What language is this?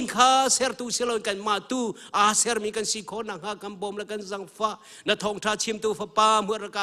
Hakha Chin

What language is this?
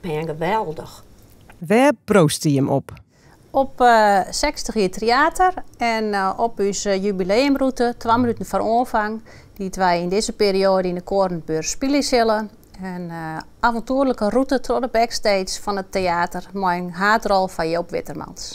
Western Frisian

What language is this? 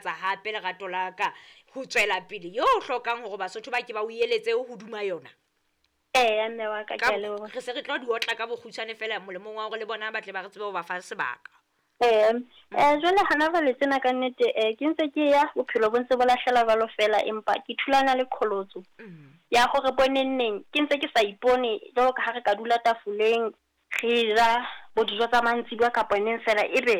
Southern Sotho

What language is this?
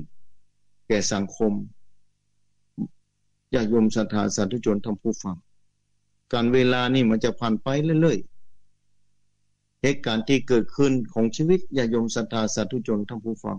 Thai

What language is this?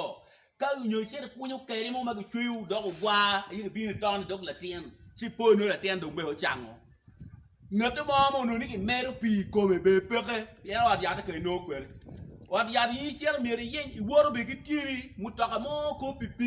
Acoli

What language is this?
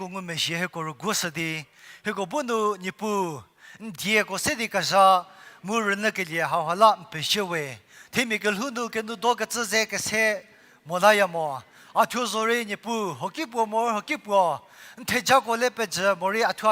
Angami Naga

